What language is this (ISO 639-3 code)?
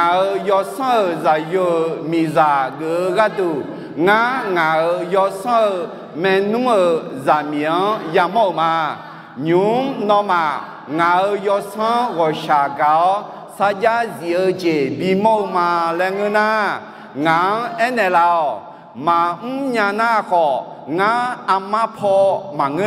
ahk